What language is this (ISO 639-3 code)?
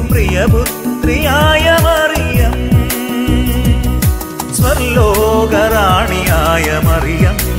mal